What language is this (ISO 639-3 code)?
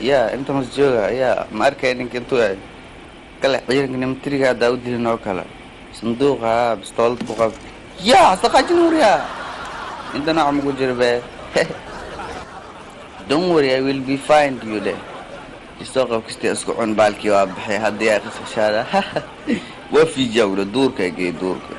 som